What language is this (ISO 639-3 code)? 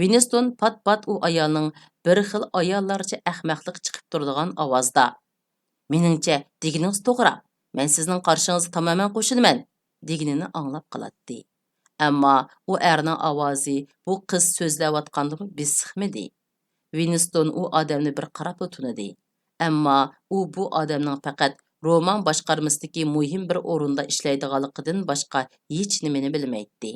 uig